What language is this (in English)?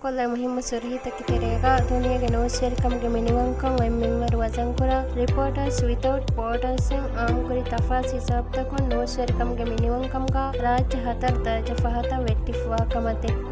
Divehi